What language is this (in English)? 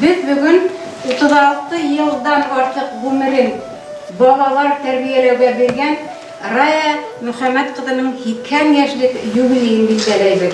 Bashkir